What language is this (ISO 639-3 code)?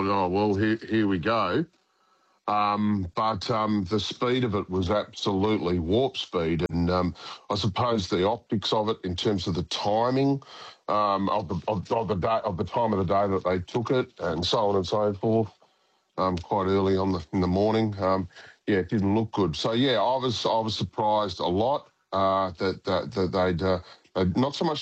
eng